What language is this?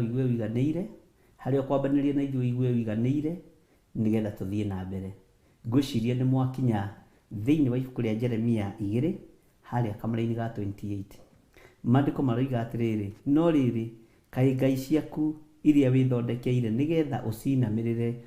Kikuyu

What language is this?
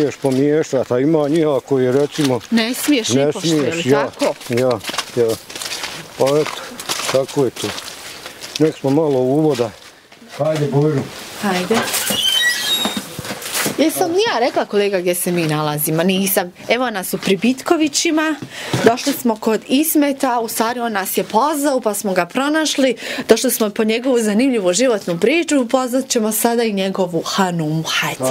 Bosnian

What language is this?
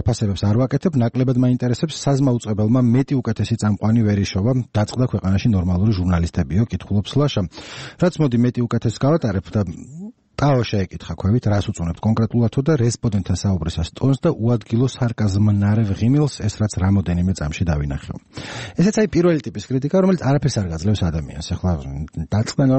Georgian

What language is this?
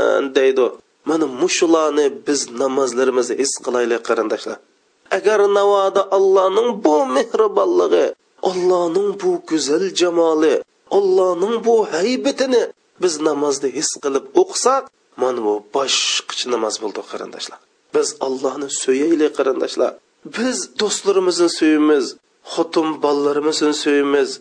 Uyghur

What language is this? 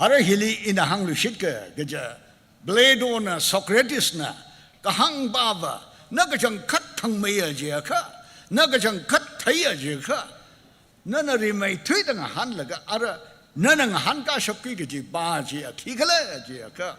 Tangkhul Naga (India)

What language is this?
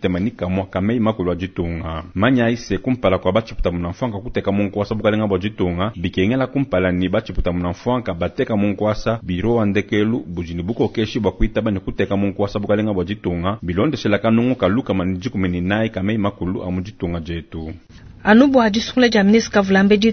Luba-Lulua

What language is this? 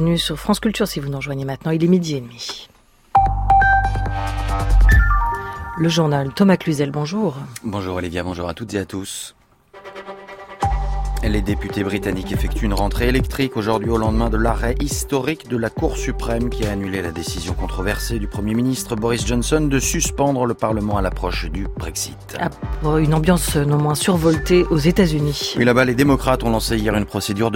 French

